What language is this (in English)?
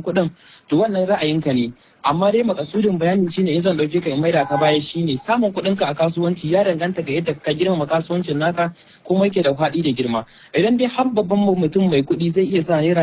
Hausa